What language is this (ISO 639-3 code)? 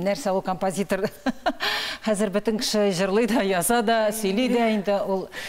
tat